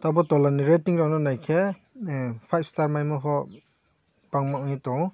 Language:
Riang (India)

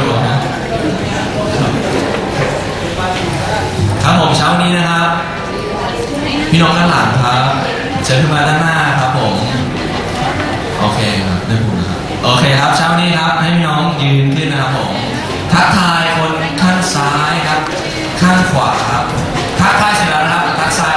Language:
Thai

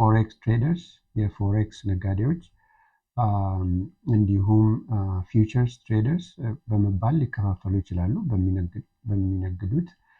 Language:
Amharic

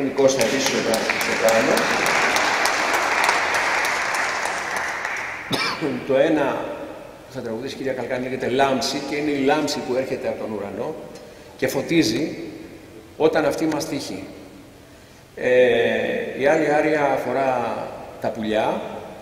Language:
Greek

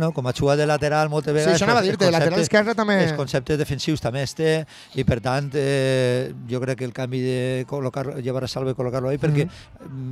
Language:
Catalan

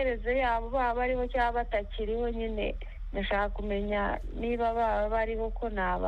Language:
Kinyarwanda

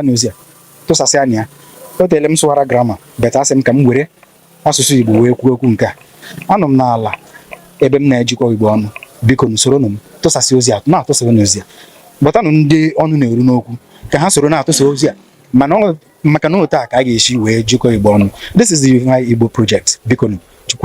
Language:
Igbo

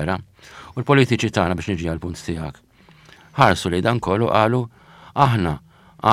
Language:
Maltese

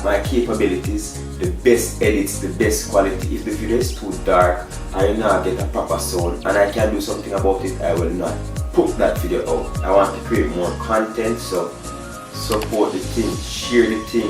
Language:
Jamaican Creole English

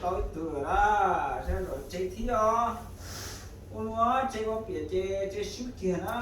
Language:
Hmong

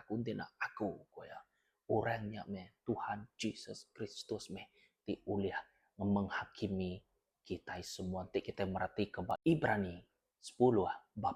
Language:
Iban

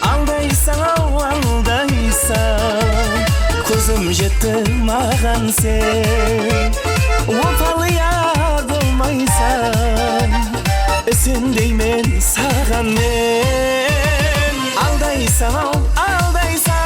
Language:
Kara-Kalpak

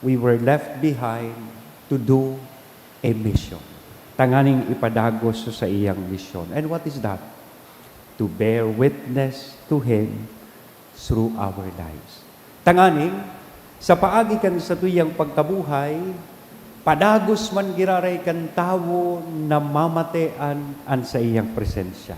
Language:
Bikol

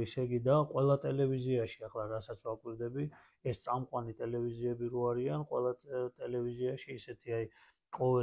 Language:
Georgian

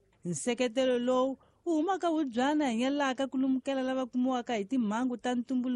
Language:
Tsonga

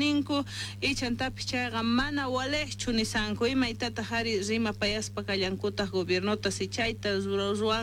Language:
Quechua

